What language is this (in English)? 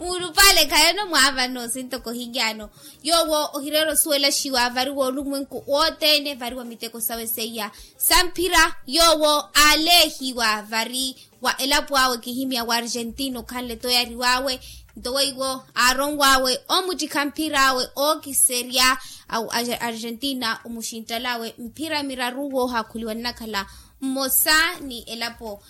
Makhuwa